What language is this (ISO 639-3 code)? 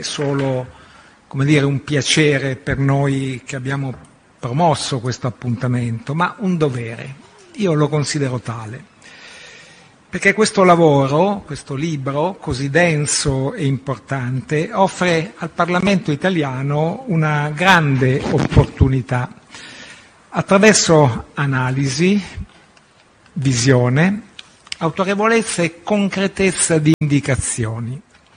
ita